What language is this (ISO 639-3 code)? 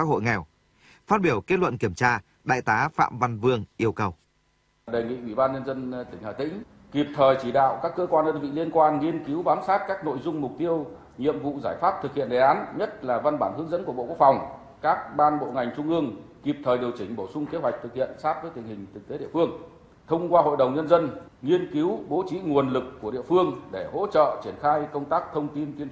vie